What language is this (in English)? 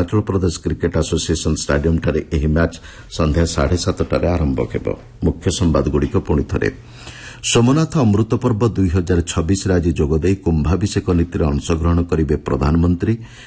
Odia